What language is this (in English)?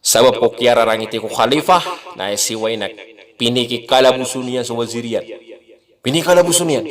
Maranao